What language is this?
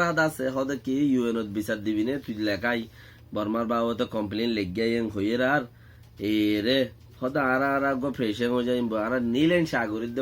Rohingya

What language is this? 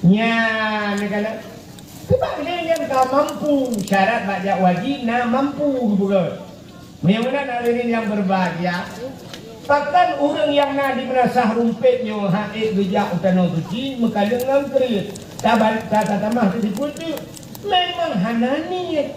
Achinese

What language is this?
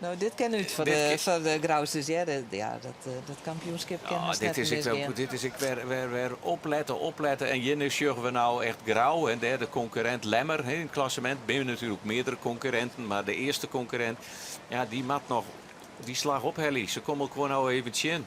Western Frisian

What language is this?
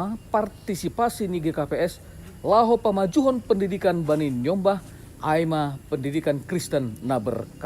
Batak Simalungun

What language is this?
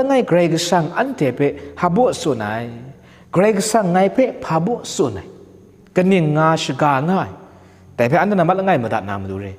Kachin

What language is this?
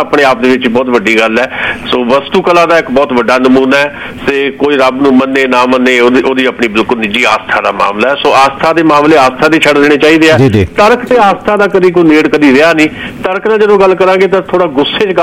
Punjabi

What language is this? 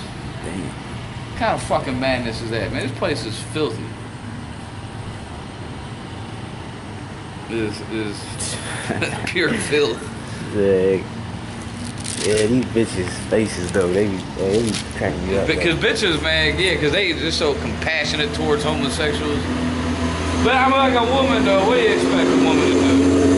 English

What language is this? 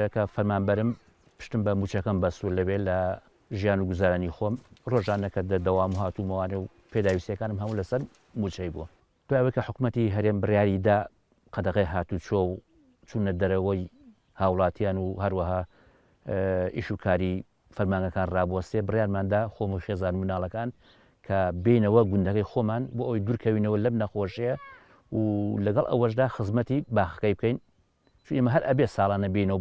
Central Kurdish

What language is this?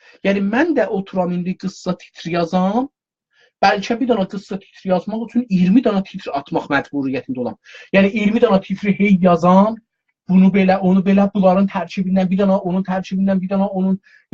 South Azerbaijani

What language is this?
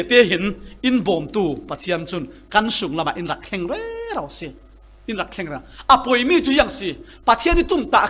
Falam Chin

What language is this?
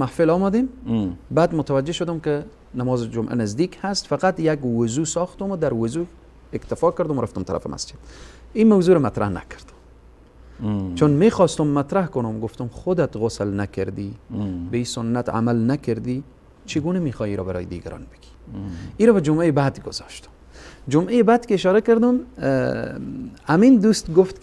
Persian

